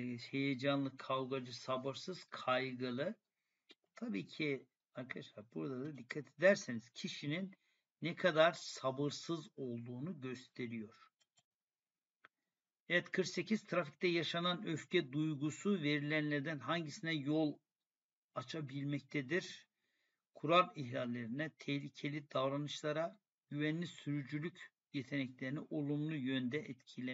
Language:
Turkish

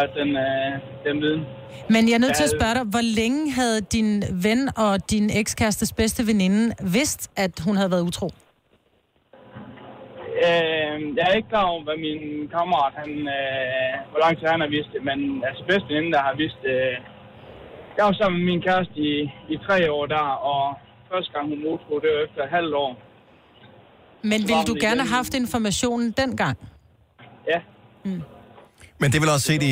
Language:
Danish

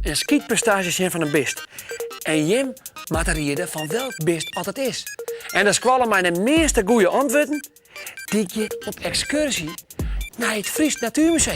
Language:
Western Frisian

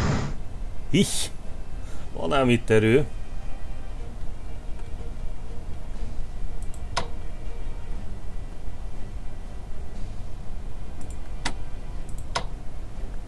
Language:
Hungarian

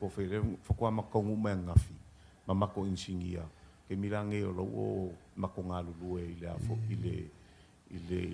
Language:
Samoan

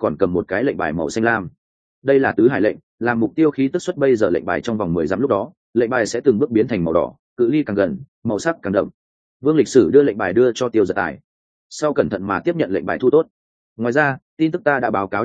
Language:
Vietnamese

